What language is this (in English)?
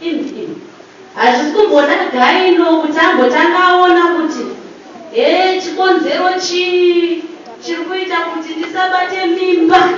Shona